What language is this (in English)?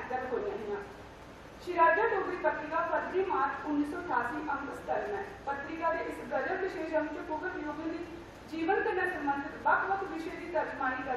Dogri